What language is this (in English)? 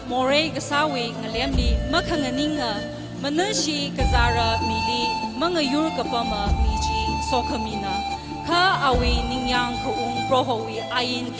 Tangkhul Naga (India)